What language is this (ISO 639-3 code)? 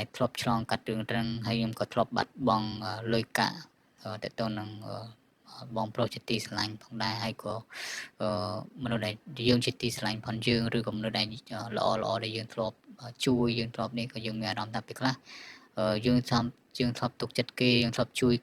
khm